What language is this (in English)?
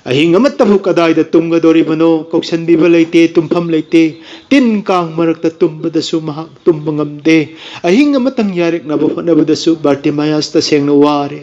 Manipuri